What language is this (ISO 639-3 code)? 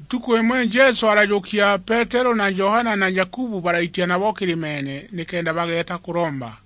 mer